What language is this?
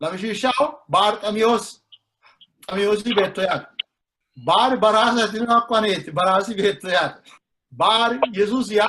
Sidamo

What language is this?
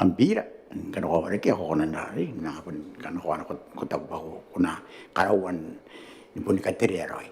Gilbertese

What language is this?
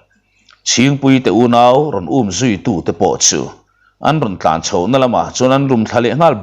Mizo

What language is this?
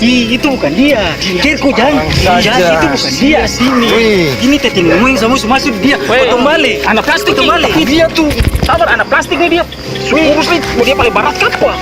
Ambonese Malay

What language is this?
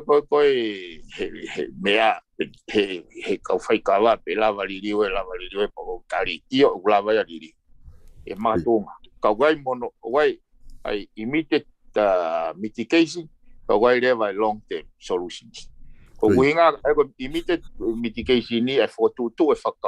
Tongan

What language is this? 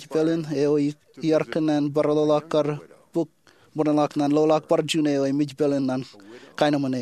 Marshallese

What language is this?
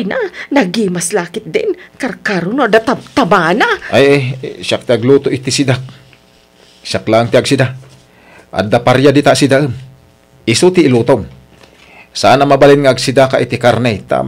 Iloko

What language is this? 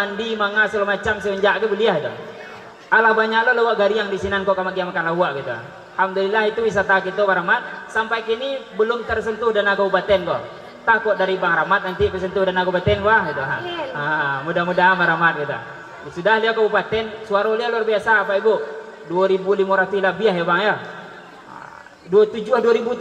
Minangkabau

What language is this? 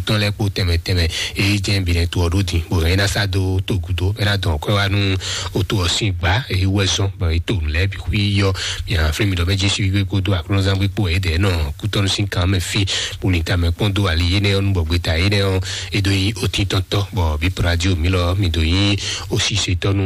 Fon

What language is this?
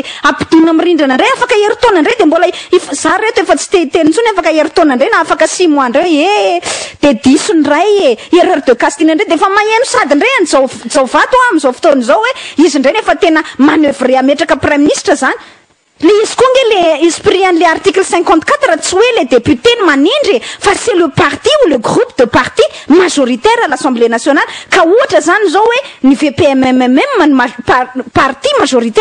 Malagasy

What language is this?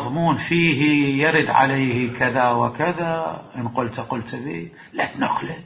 Mesopotamian Arabic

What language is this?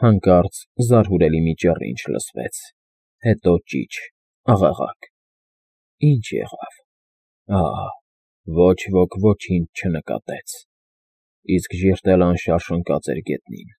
Armenian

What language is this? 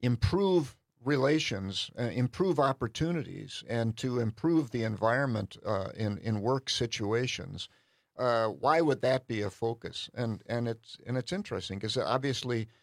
English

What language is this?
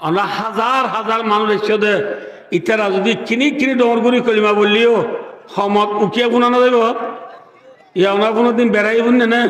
Rohingya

